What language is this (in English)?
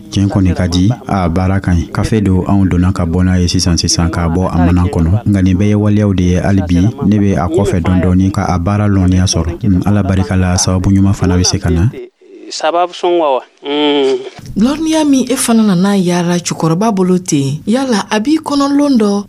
Dyula